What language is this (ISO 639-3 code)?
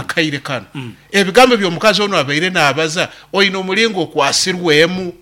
nyn